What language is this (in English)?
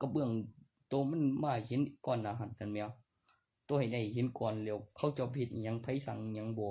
Northeastern Thai